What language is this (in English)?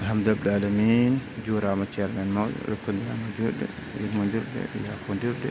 Fula